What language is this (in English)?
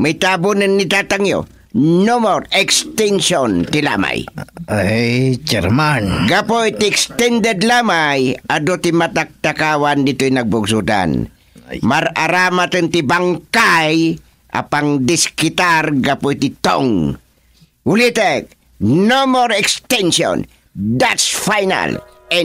Iloko